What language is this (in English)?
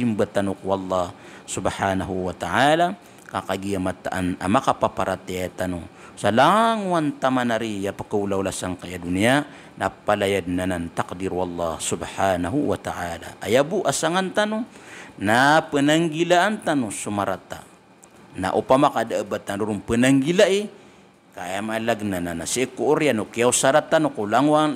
Maranao